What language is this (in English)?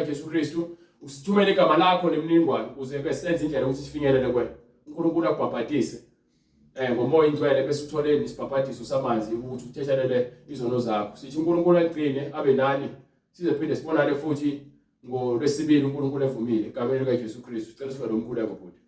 Zulu